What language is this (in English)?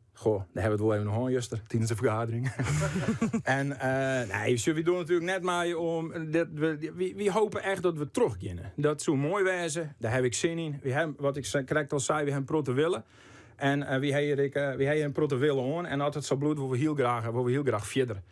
Western Frisian